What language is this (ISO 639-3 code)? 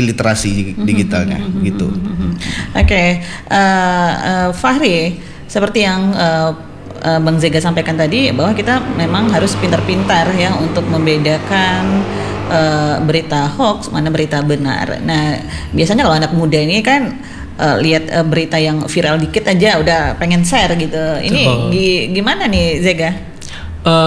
ind